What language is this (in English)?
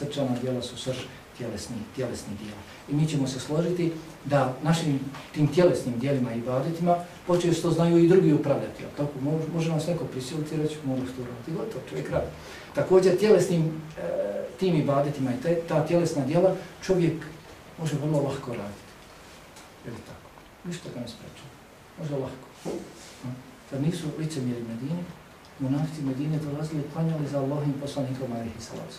Bosnian